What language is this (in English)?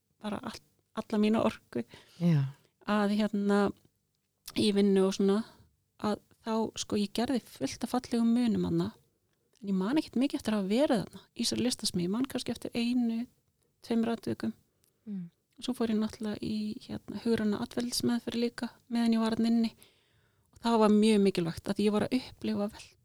Icelandic